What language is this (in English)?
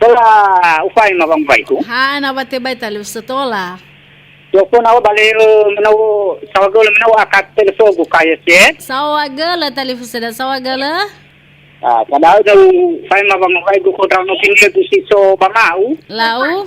Nias